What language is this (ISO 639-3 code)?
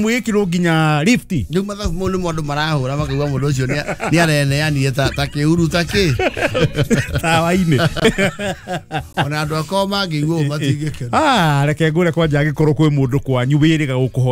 kik